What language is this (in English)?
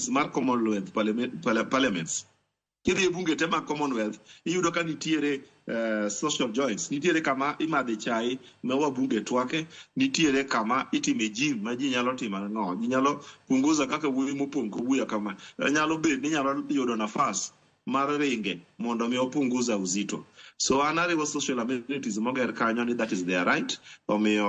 Luo (Kenya and Tanzania)